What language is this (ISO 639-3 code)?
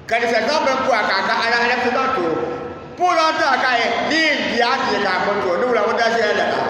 dag